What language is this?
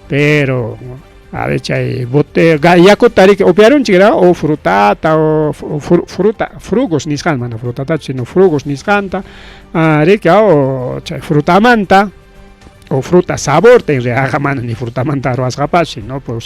Ayacucho Quechua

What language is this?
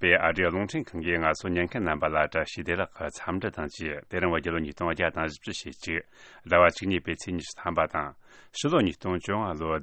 Tibetan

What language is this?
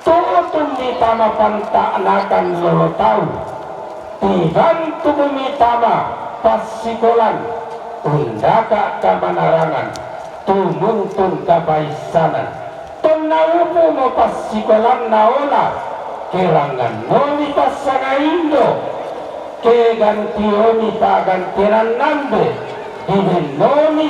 Toraja-Sa'dan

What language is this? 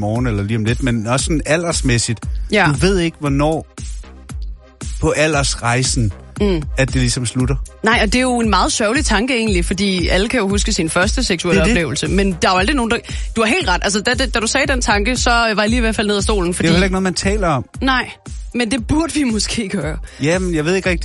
Danish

